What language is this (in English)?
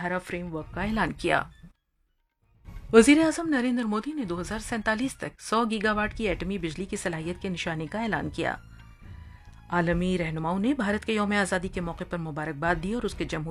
Urdu